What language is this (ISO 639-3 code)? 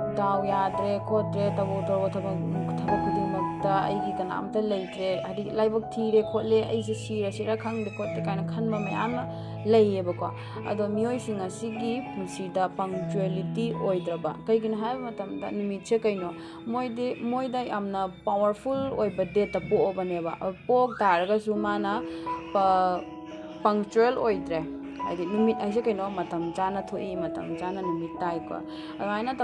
mni